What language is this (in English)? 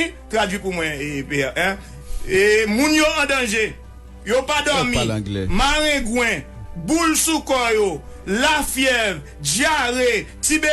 Haitian Creole